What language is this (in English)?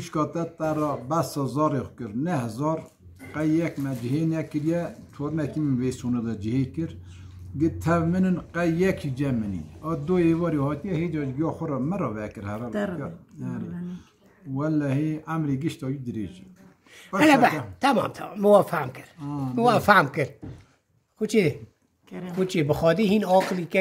Kurdish